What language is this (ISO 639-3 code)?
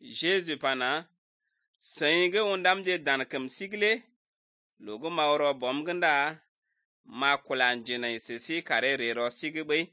slv